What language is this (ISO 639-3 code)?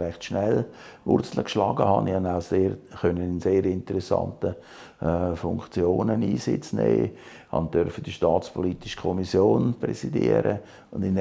gsw